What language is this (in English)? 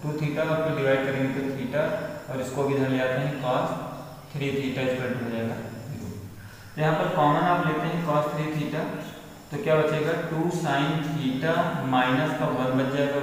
Hindi